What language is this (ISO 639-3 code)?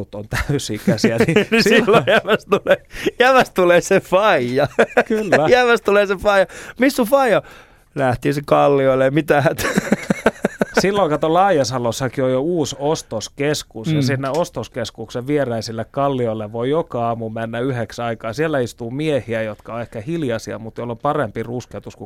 fin